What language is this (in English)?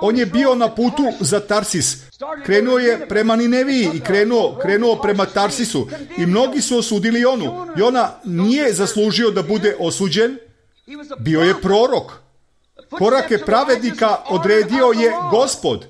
Serbian